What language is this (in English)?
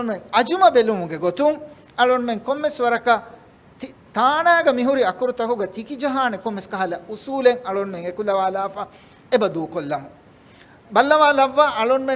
Divehi